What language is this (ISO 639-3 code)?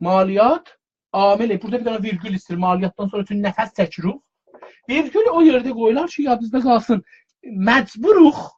azb